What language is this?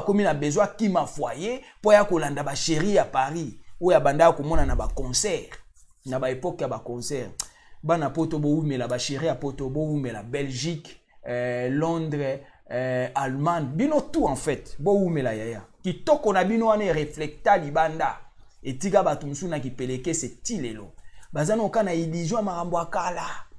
Lingala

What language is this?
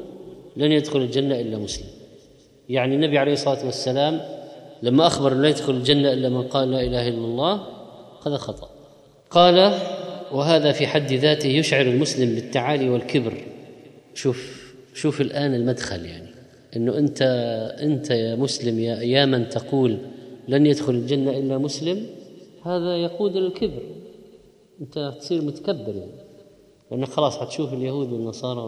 Arabic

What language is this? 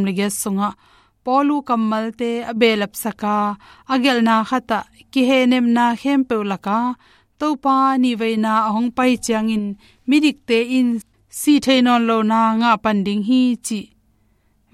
Tedim Chin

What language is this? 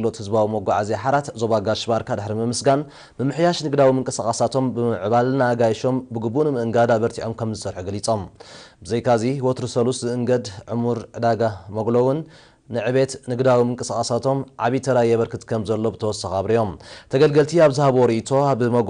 Tigrinya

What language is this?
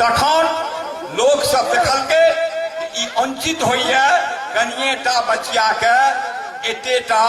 Maithili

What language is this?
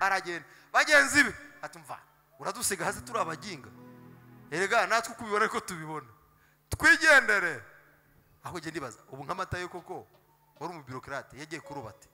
Kinyarwanda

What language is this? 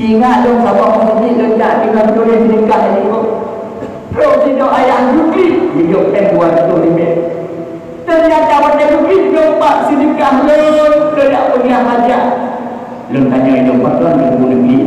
Achinese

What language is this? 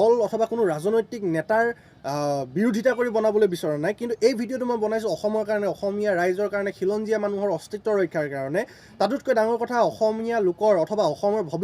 Assamese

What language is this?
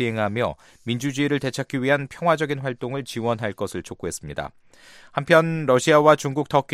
Korean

